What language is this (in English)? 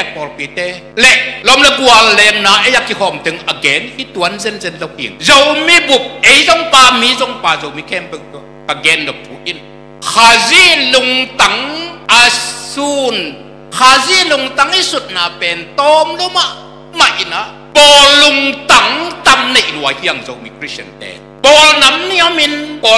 Tedim Chin